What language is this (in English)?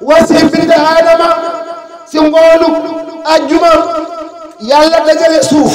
Wolof